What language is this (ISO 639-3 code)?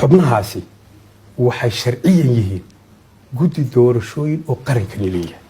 som